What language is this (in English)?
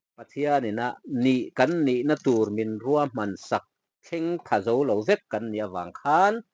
Mizo